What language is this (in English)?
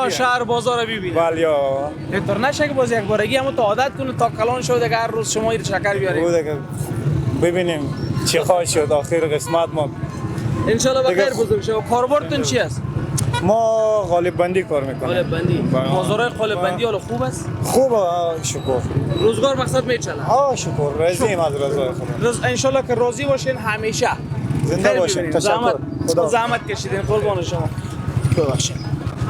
Persian